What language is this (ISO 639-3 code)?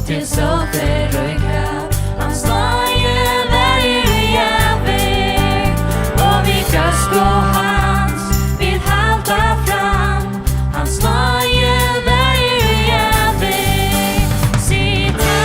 fao